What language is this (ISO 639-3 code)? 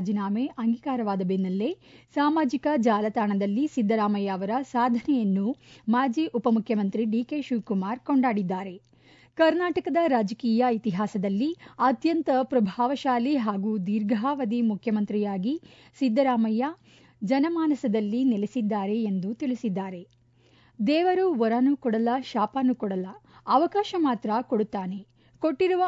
kan